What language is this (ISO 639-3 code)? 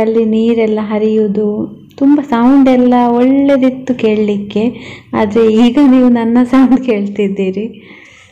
kan